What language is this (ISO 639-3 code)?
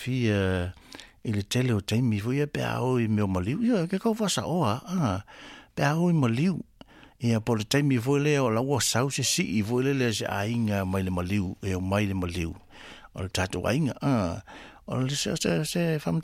smo